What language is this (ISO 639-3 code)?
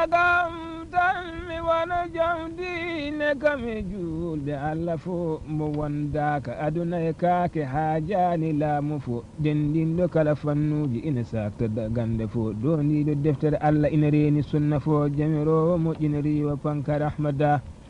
ful